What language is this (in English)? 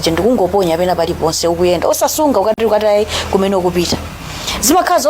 Nyanja